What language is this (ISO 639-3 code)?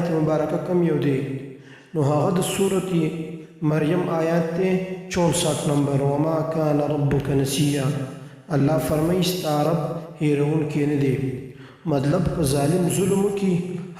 pus